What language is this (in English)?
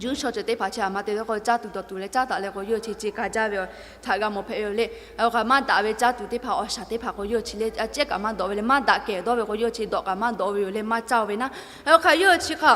Lahu